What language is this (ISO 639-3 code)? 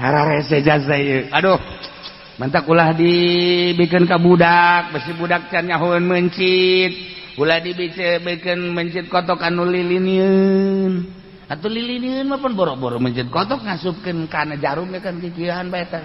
sun